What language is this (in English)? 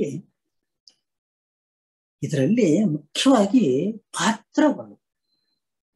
Kannada